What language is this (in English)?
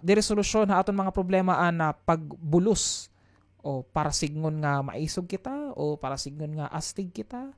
Waray